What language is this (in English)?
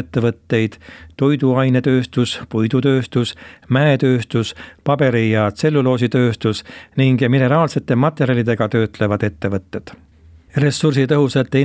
Estonian